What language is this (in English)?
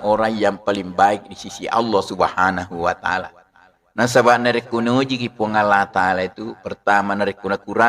Buginese